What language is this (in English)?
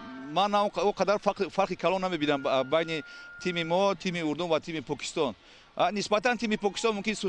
Tajik